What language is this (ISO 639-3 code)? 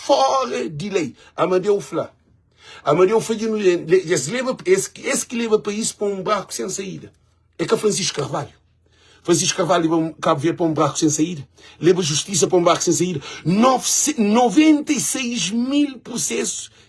kea